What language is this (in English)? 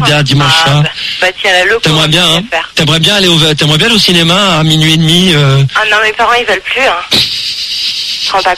French